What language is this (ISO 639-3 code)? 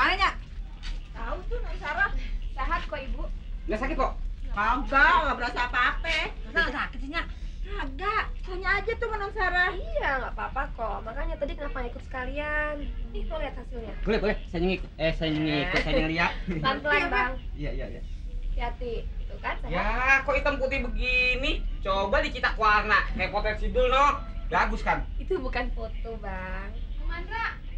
bew